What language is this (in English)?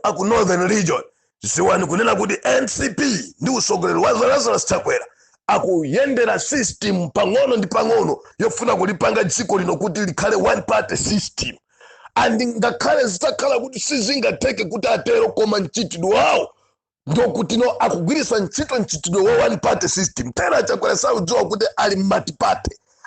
Nyanja